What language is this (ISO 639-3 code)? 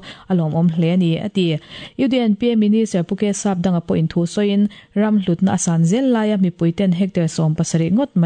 lus